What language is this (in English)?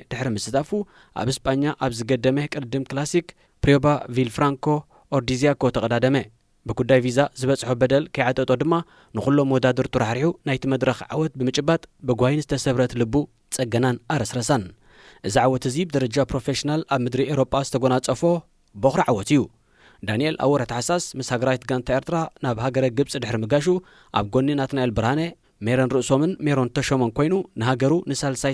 Tigrinya